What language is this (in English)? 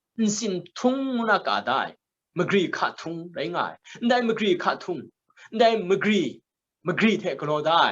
Kachin